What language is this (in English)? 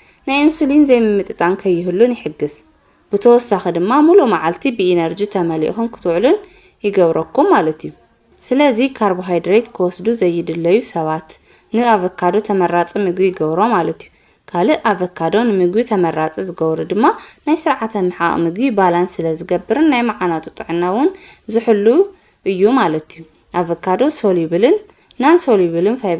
Tigrinya